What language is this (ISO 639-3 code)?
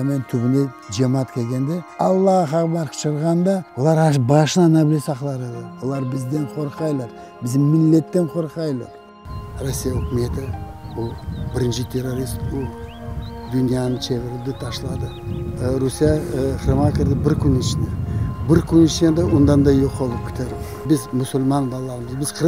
crh